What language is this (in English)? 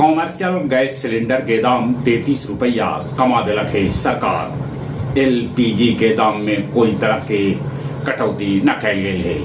Magahi